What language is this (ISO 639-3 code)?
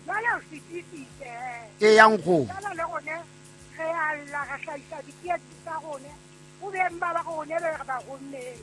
sot